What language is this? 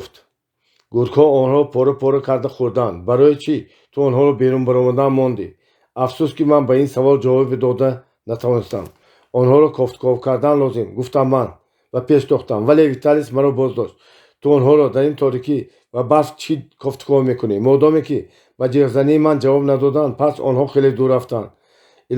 Tajik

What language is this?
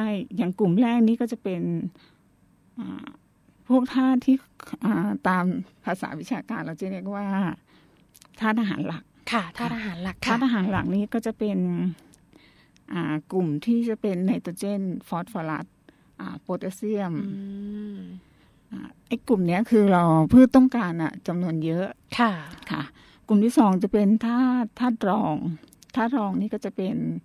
Thai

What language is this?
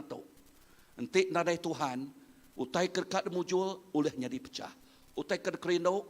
Iban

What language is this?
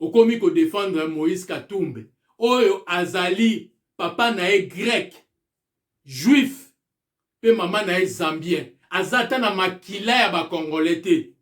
Lingala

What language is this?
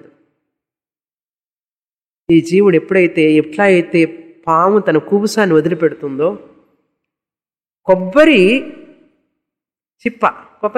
Telugu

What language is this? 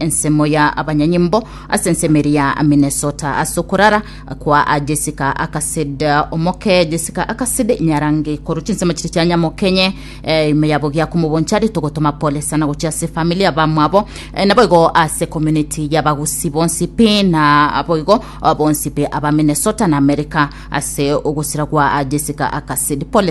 Gusii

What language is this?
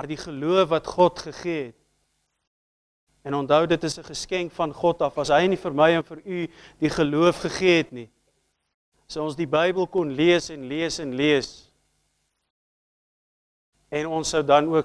Afrikaans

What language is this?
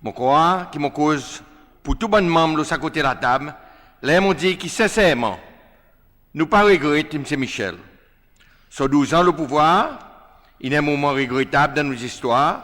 Seselwa Creole French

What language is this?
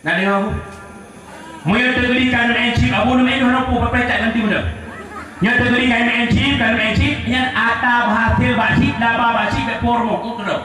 Achinese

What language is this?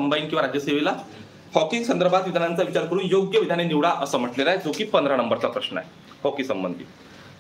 Marathi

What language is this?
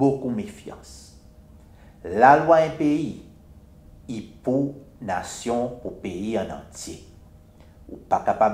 Seselwa Creole French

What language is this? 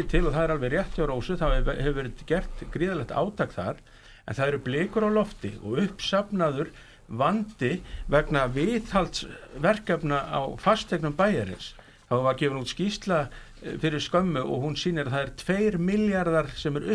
Icelandic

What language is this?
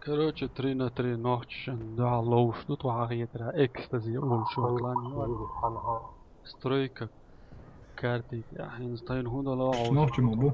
Chechen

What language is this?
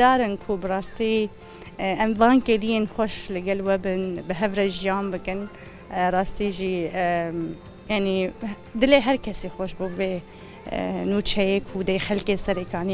Kurdish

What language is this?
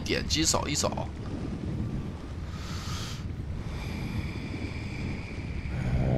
Chinese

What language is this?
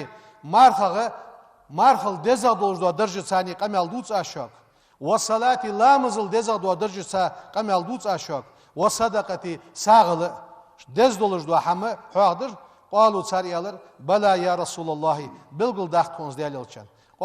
Ingush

